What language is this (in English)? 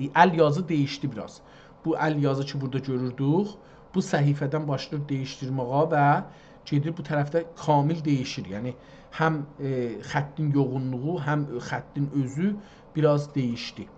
South Azerbaijani